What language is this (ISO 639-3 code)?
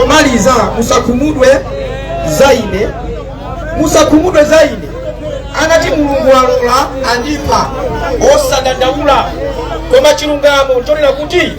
nya